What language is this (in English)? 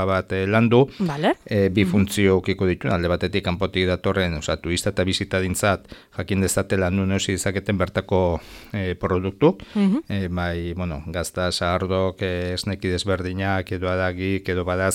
Basque